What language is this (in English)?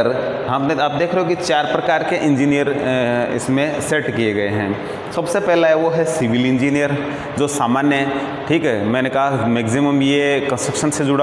Hindi